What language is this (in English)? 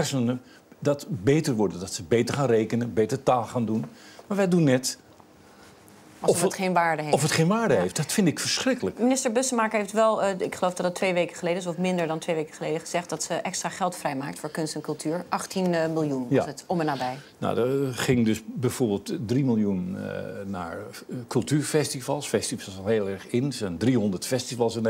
Dutch